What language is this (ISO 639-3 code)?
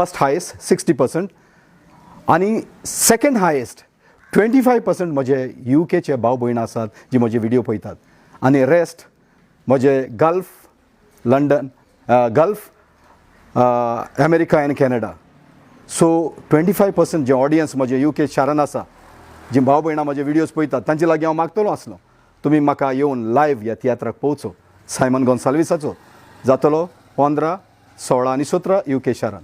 kok